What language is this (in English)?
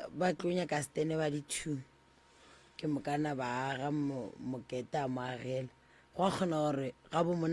Northern Sotho